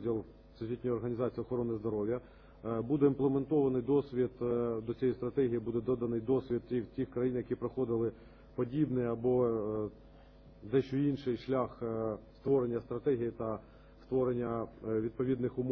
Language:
Ukrainian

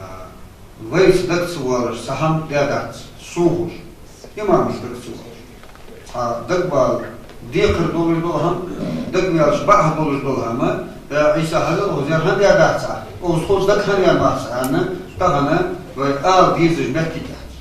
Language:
Ingush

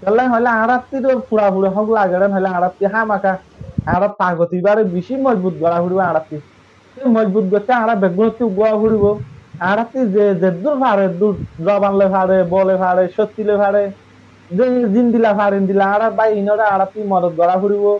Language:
Rohingya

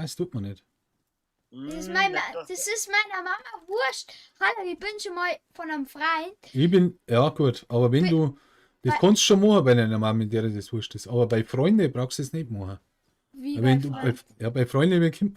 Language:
Bavarian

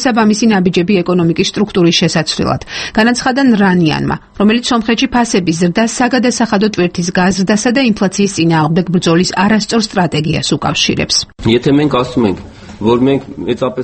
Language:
Georgian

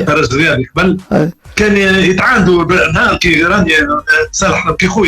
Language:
Tunisian Arabic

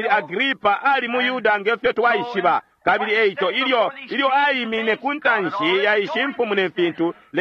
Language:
Bemba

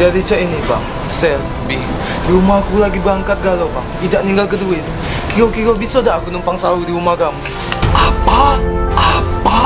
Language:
Musi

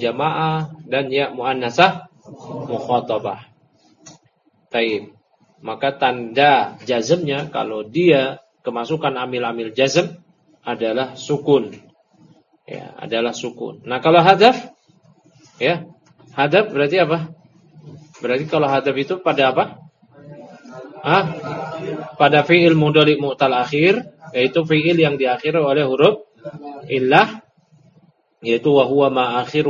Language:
Indonesian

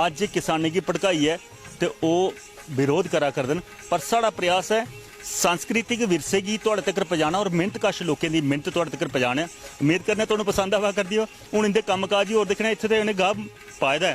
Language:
Dogri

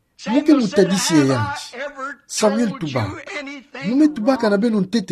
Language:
Kituba (Democratic Republic of Congo)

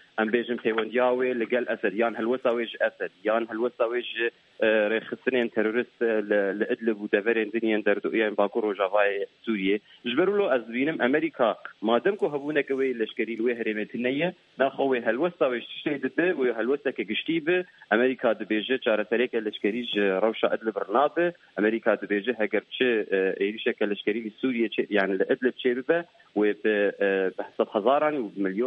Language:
Kurdish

